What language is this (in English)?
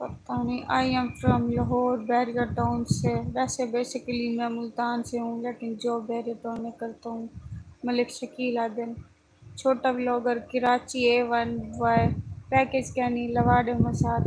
Saraiki